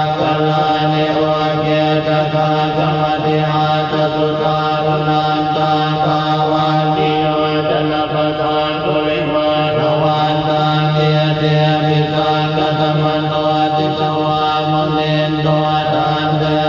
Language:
Pali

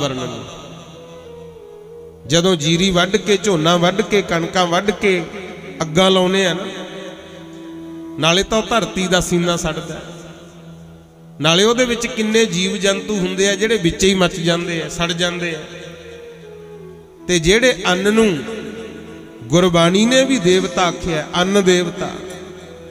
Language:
Punjabi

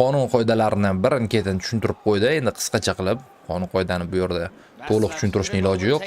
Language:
Uzbek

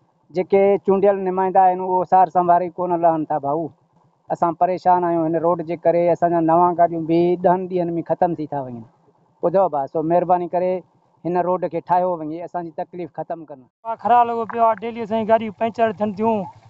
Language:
Sindhi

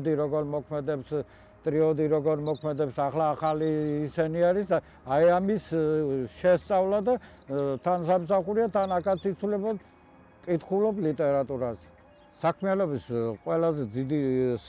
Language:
Georgian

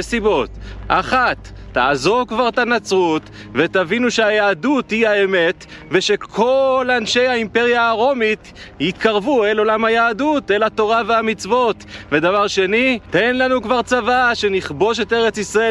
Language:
Hebrew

